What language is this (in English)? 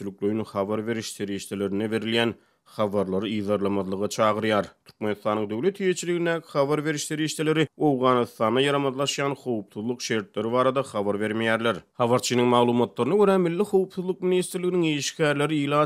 Turkmen